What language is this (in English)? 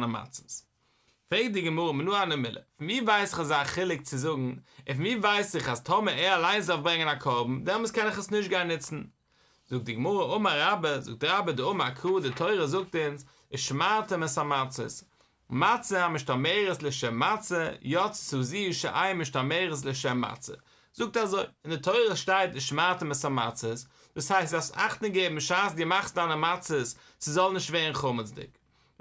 Yiddish